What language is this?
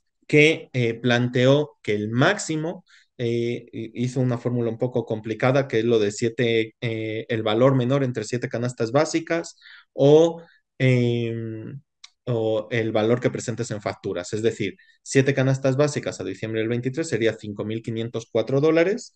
Spanish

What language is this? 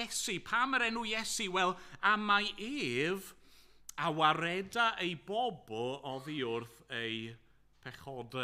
Welsh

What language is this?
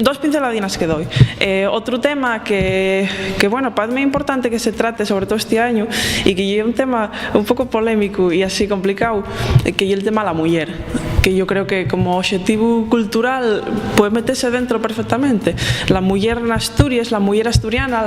Asturian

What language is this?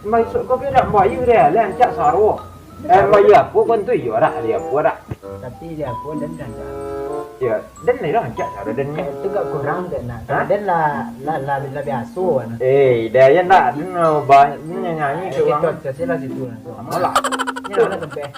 Minangkabau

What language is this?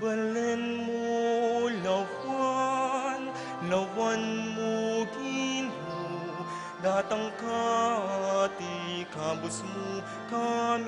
Pampanga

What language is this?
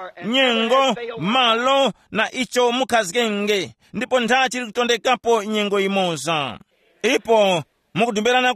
Tumbuka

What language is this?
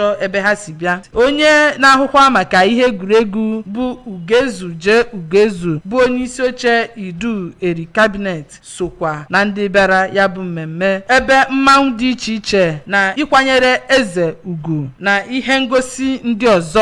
Igbo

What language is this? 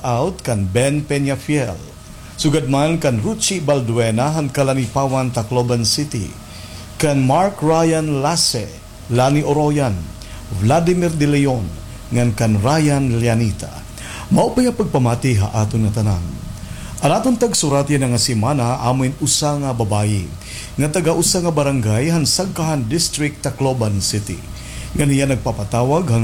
Waray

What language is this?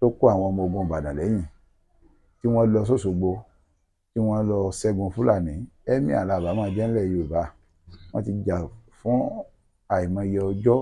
Yoruba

